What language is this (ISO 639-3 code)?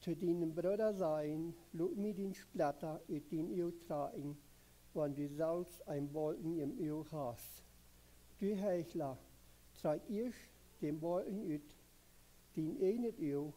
pdt